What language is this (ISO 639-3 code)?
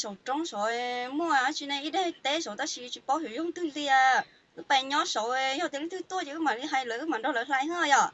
hmn